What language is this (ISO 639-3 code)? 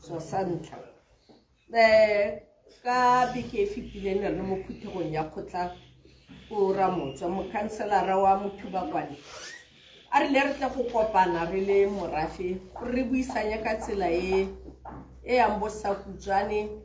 tsn